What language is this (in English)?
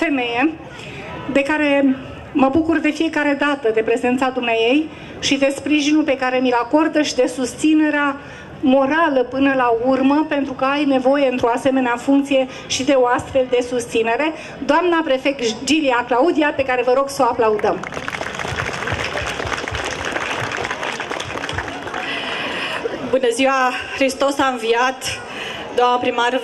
Romanian